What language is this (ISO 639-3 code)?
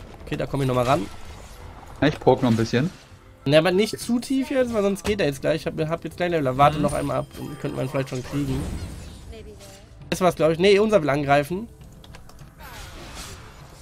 deu